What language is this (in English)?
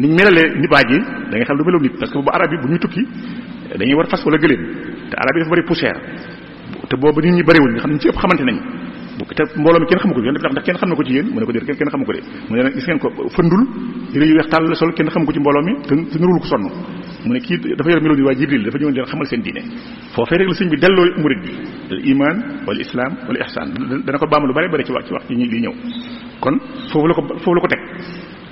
Wolof